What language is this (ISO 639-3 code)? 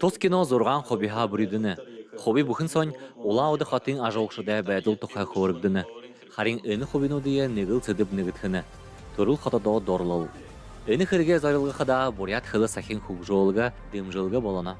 bua